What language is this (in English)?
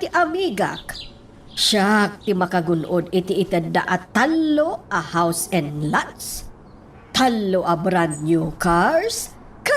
Iloko